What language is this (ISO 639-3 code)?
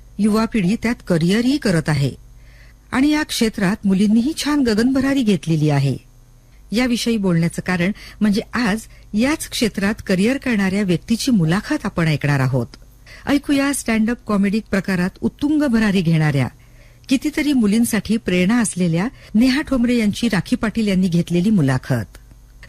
mar